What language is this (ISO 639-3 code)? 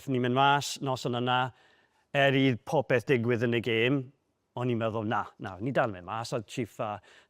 cym